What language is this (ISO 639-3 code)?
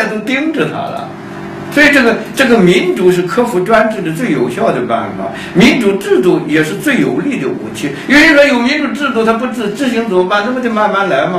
zho